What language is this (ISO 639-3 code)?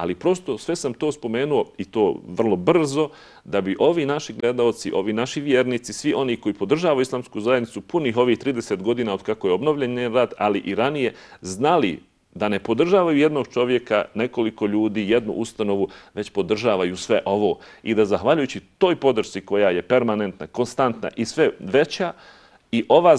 bos